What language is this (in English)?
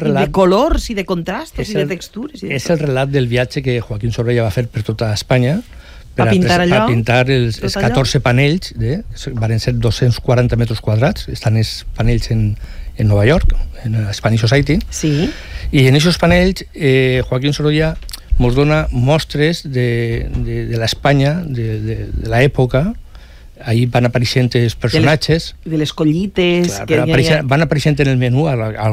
Catalan